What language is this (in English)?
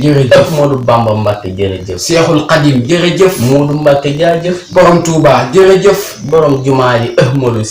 Wolof